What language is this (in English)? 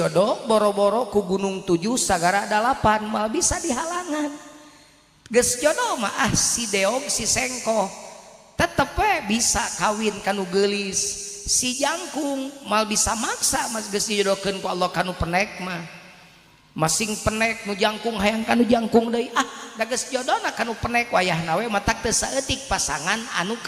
Sundanese